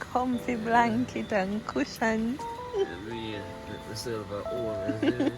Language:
Jamaican Creole English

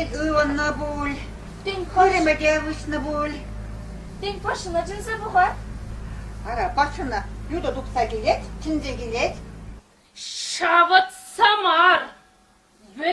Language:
Chuvash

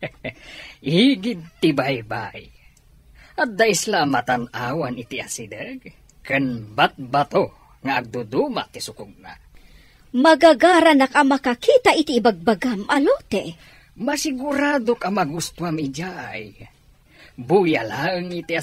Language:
Iloko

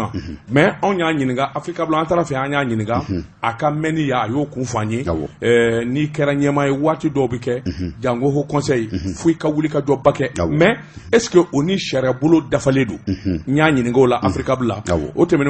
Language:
Bambara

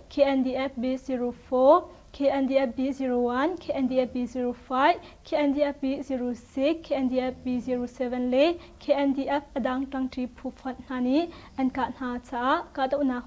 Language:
Hakha Chin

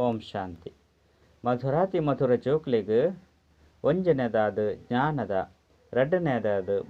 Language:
Tulu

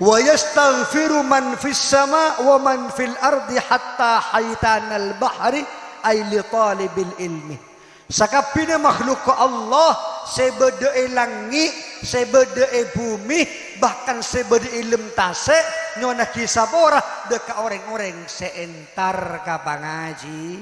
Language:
Madurese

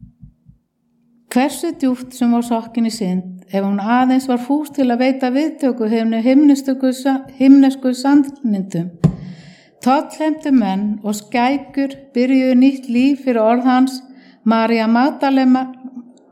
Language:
Icelandic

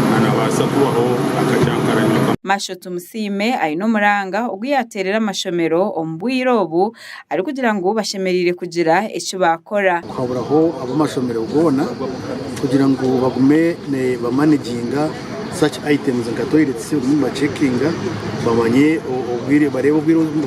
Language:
Nyankole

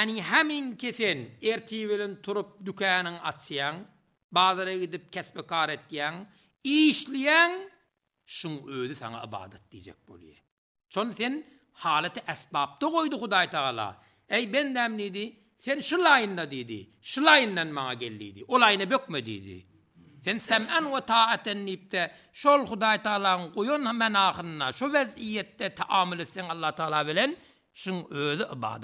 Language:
Turkmen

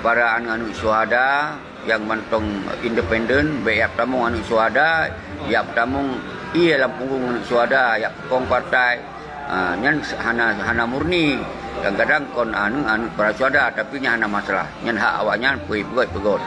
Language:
Achinese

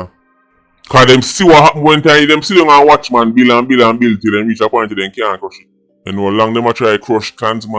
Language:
Jamaican Creole English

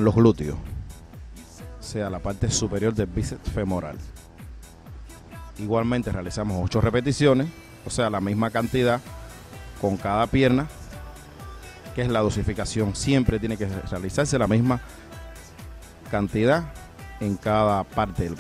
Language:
Spanish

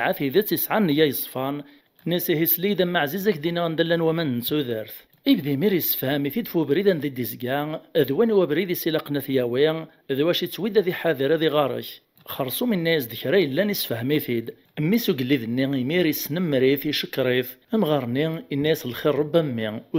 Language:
Kabyle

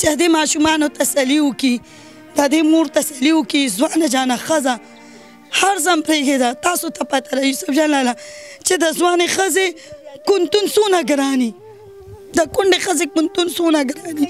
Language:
Pashto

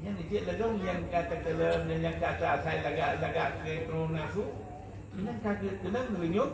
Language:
Achinese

